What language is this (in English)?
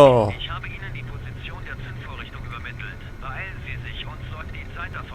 Bavarian